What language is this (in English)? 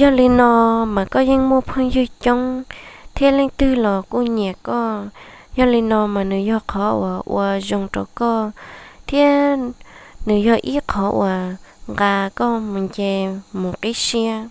Hmong